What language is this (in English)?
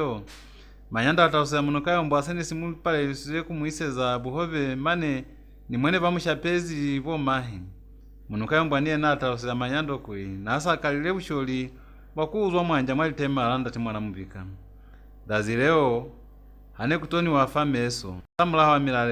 Lozi